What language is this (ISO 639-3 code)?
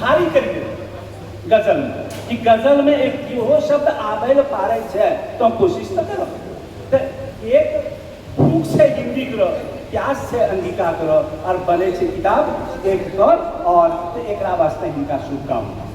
anp